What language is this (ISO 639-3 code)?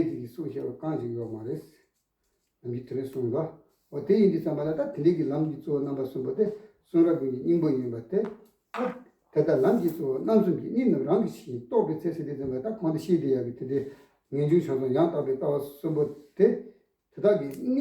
bod